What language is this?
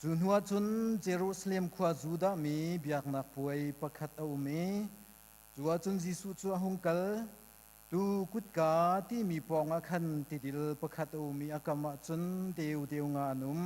Hakha Chin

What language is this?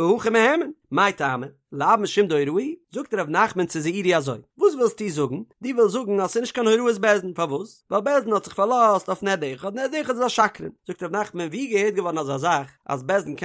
Yiddish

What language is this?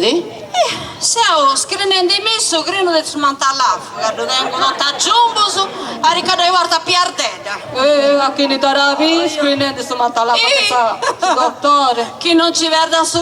Sardinian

